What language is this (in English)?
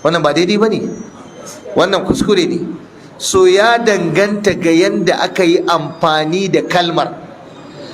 Hausa